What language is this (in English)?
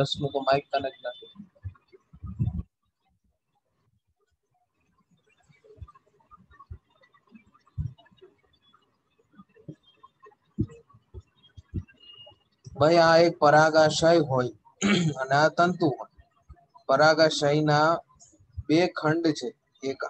Gujarati